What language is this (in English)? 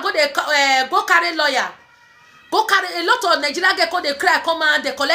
Nigerian Pidgin